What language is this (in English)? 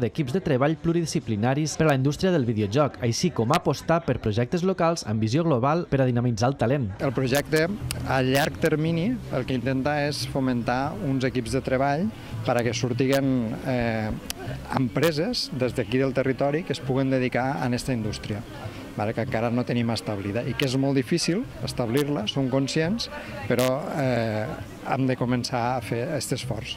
Catalan